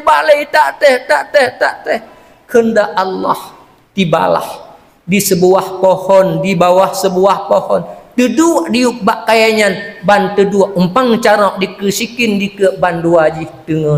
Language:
Achinese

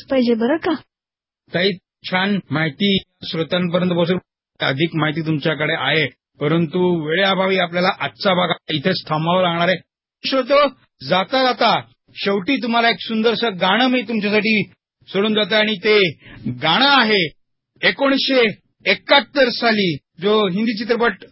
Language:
Marathi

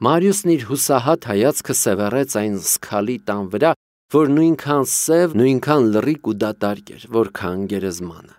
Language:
Armenian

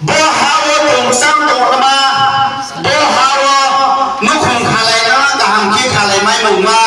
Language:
Riang (India)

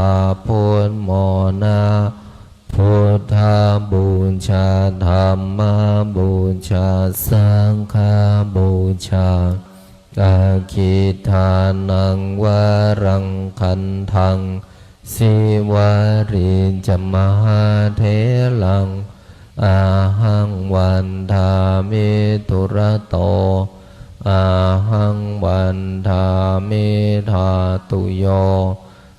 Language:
Pali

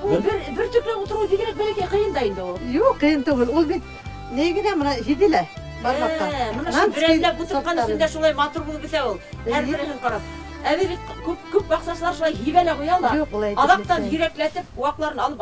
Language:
Bashkir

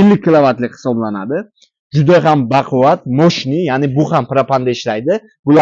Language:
Uzbek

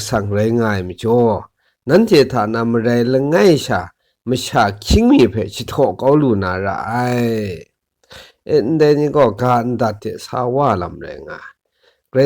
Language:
Kachin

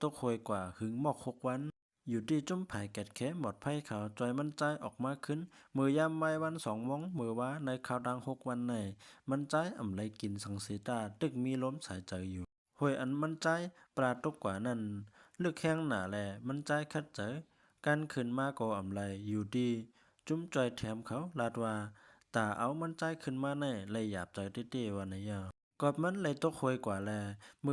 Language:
Shan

